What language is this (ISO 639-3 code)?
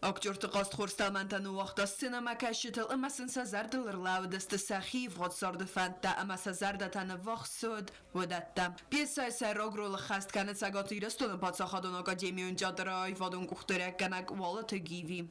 oss